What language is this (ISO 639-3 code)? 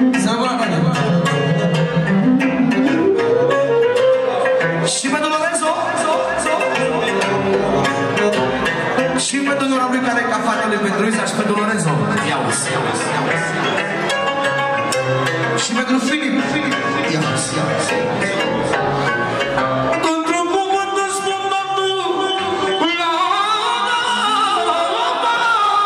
ron